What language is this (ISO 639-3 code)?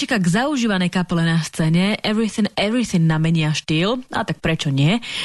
slk